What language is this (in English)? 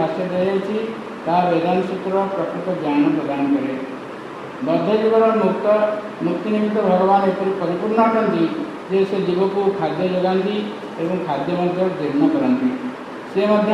Odia